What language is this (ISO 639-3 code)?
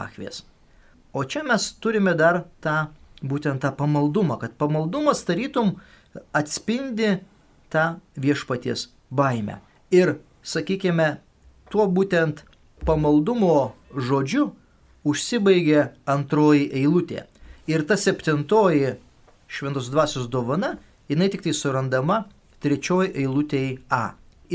lit